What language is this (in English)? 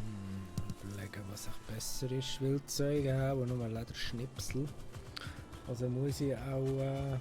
Swiss German